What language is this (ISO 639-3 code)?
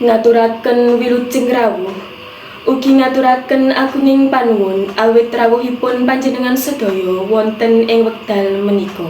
jav